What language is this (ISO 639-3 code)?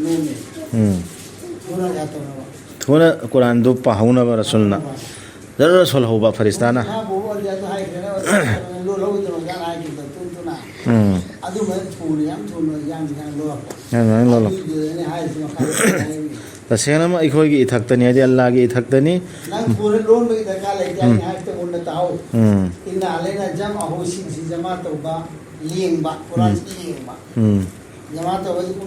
mni